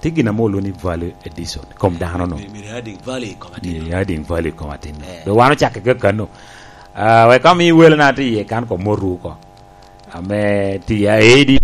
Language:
Lango (Uganda)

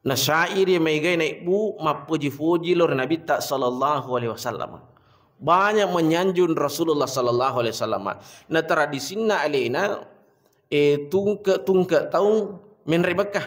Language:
Buginese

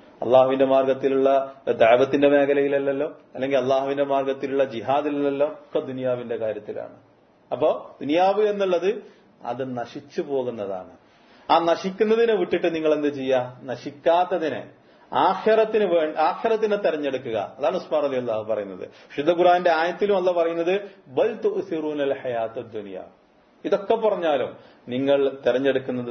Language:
Malayalam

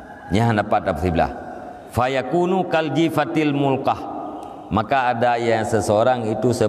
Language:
Achinese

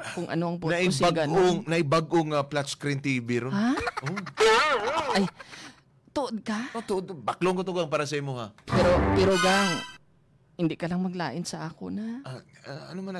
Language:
Hiligaynon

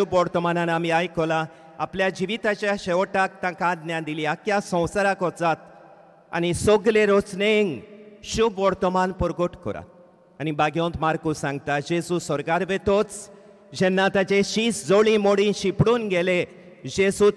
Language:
Konkani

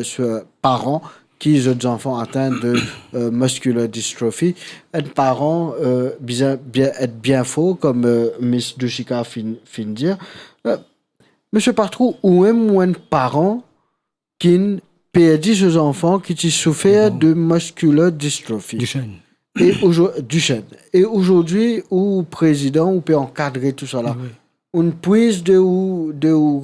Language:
Morisyen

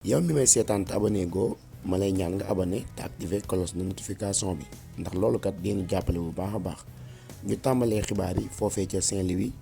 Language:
Wolof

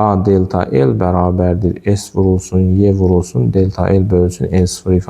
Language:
Azerbaijani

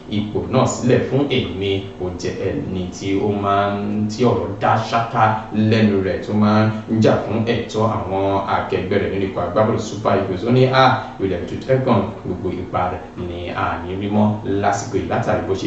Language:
Yoruba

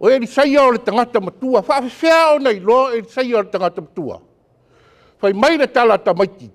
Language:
Samoan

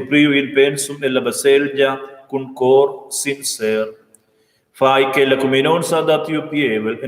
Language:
Romansh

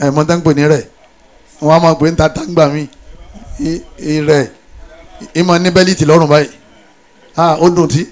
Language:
Yoruba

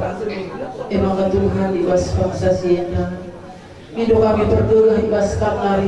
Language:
Batak Karo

